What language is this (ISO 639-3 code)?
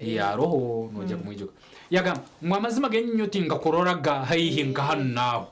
nyn